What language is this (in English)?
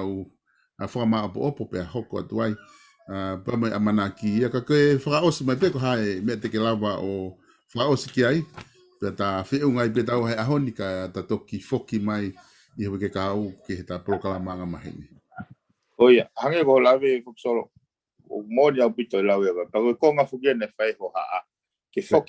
Tongan